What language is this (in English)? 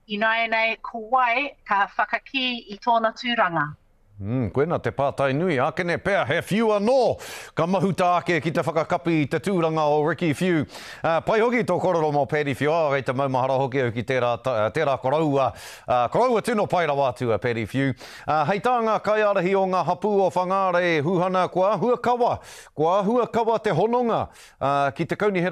Māori